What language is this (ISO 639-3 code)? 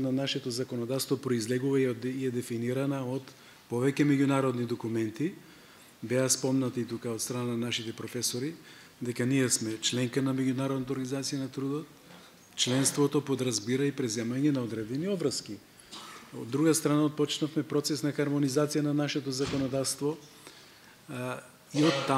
mkd